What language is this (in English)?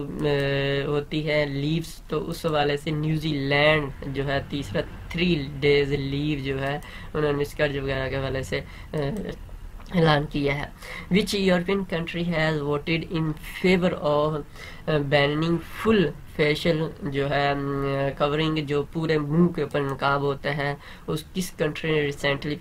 Urdu